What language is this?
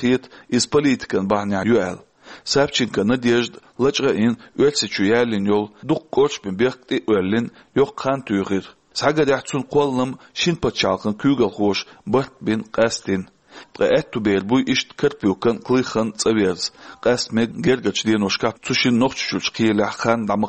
Chechen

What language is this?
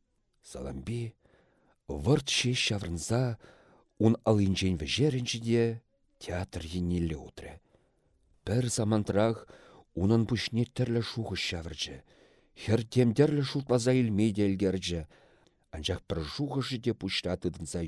Chuvash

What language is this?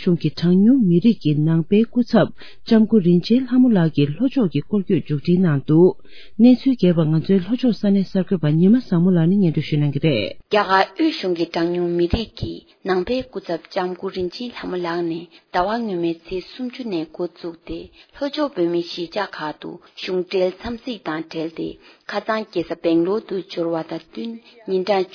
Tibetan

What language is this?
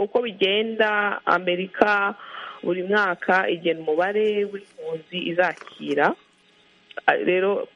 Kinyarwanda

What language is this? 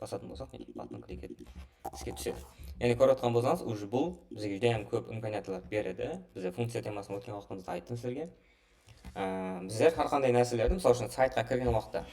Kara-Kalpak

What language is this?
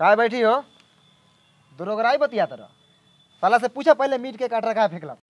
Bhojpuri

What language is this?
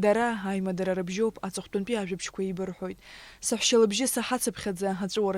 Abkhazian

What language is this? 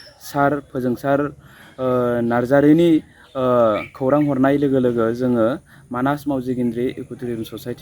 Bodo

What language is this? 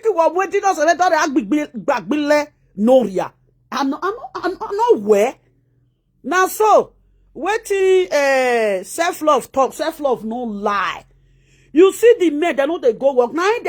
Nigerian Pidgin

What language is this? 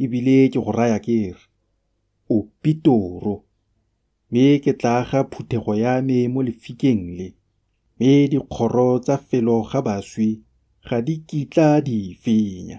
Tswana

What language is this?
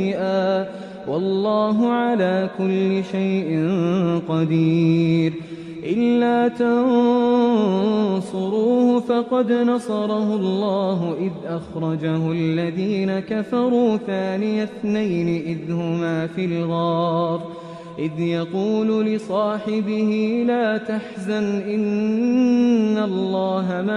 Arabic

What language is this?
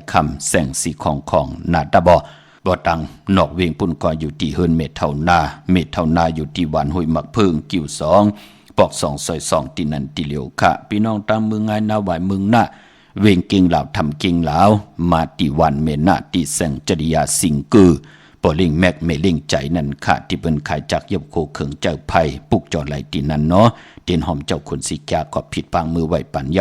Shan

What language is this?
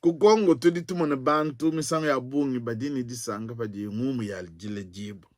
Luba-Lulua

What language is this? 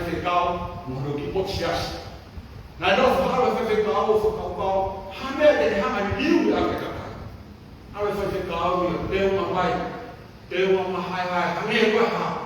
Tongan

